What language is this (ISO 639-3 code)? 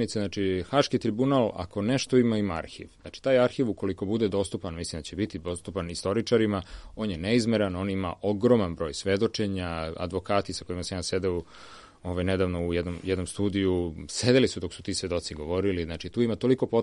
srp